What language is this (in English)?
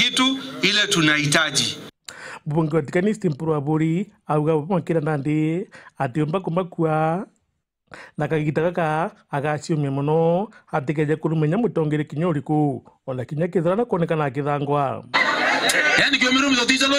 Meru